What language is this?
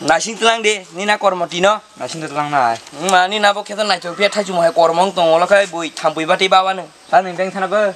Kok Borok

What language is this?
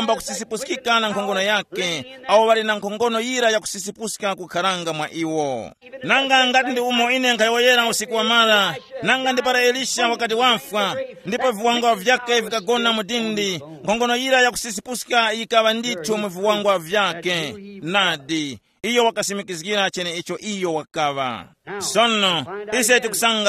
Tumbuka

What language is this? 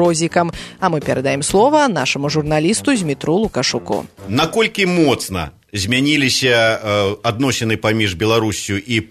Belarusian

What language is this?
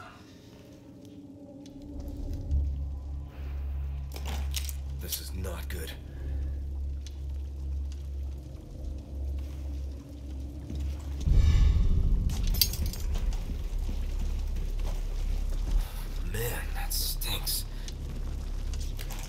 English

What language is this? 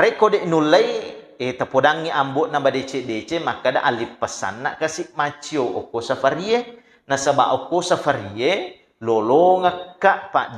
Buginese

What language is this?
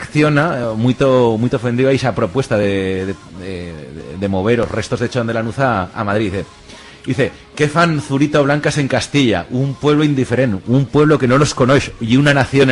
Aragonese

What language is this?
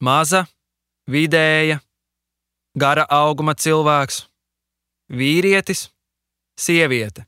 Latvian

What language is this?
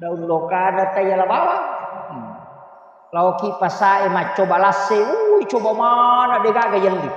Buginese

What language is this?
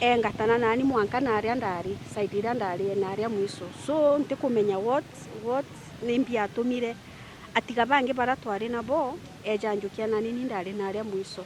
Meru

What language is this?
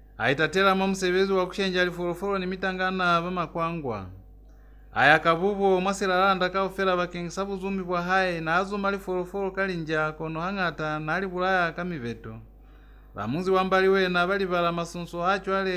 Lozi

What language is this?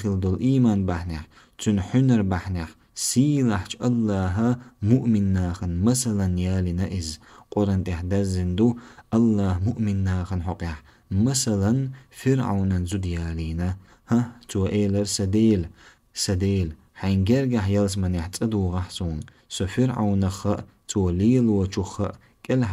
Chechen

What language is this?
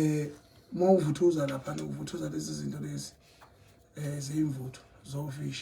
Zulu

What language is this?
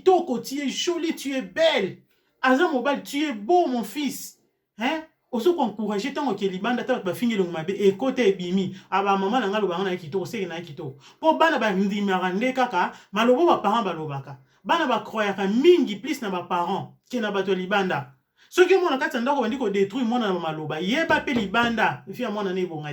Lingala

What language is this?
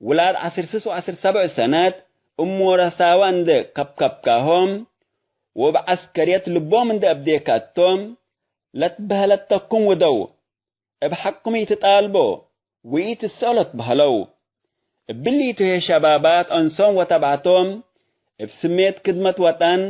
Tigre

